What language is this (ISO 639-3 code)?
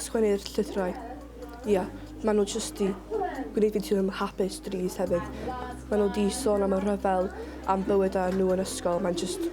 cym